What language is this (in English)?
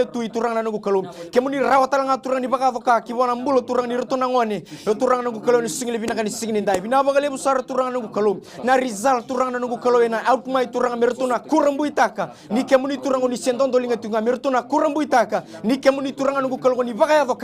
Fijian